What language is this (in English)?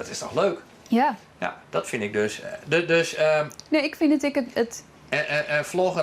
Western Frisian